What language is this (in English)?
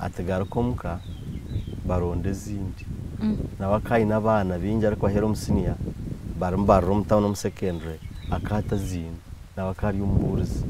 Nyankole